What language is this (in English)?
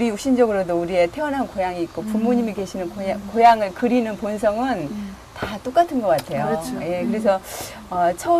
Korean